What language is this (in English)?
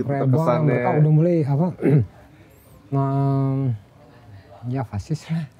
Indonesian